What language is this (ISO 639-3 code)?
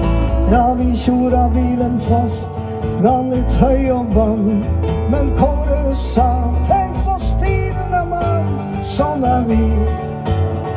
nor